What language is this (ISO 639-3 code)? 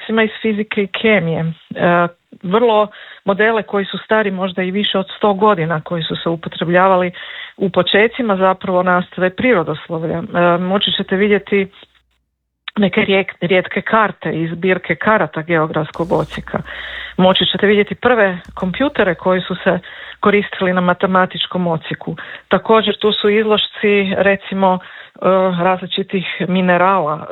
hrv